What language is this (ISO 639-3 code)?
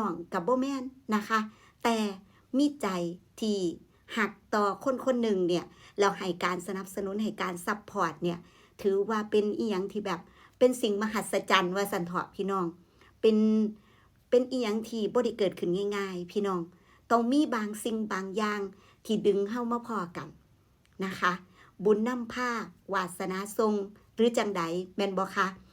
tts